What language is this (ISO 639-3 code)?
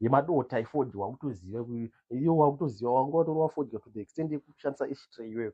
sna